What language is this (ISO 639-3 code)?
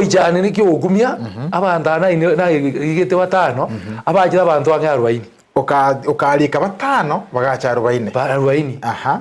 guz